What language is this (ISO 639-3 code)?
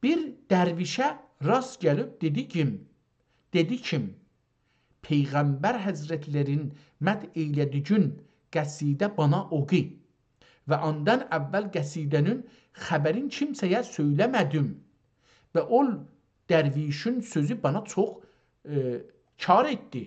azb